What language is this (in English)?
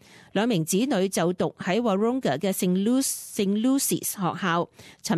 Cantonese